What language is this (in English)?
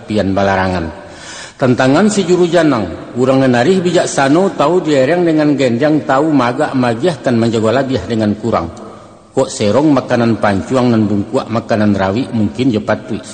Minangkabau